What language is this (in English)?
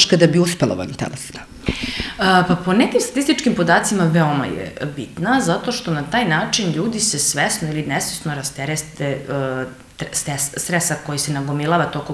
Serbian